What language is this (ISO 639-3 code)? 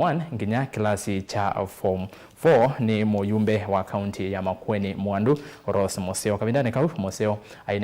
kam